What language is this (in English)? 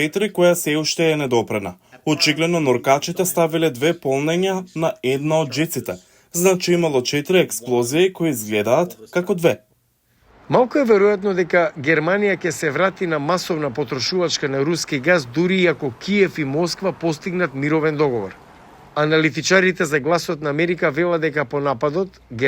Macedonian